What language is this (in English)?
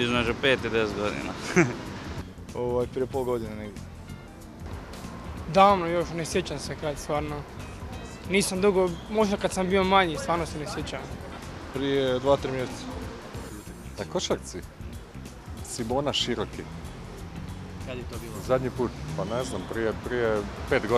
Croatian